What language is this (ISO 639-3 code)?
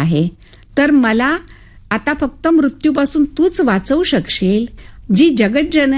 mar